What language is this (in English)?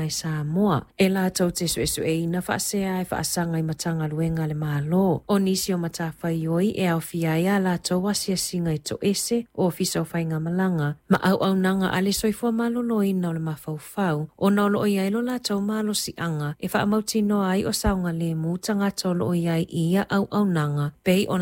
Samoan